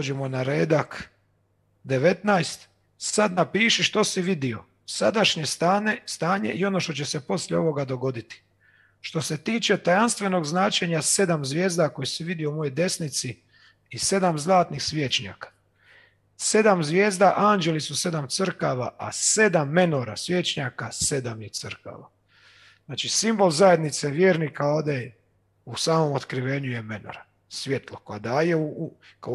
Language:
Croatian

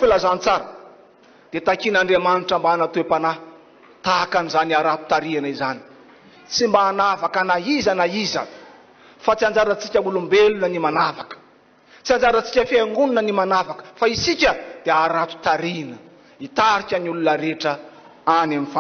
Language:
Malagasy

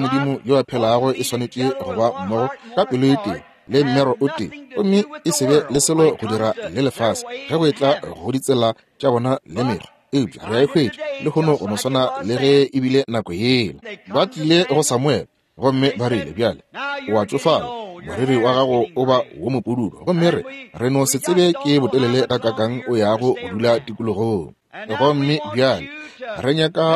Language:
Northern Sotho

